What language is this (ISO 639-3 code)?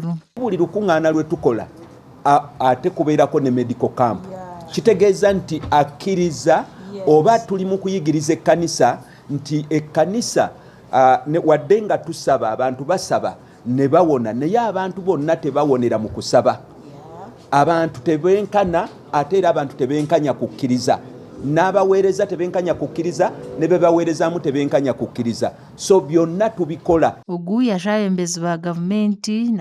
nyn